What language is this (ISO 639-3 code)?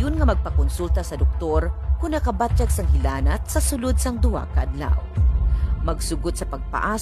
hil